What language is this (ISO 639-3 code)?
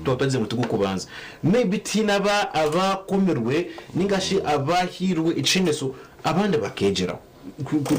nyn